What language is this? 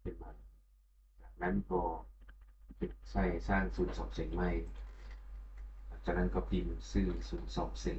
Lao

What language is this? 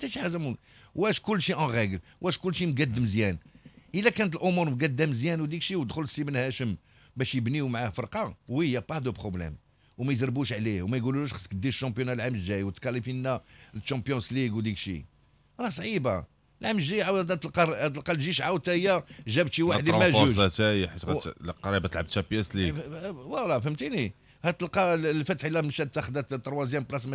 Moroccan Arabic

